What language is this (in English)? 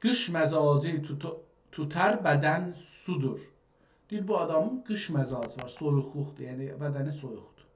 South Azerbaijani